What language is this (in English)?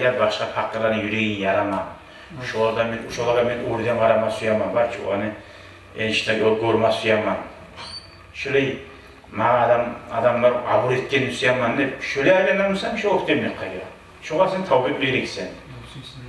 Kumyk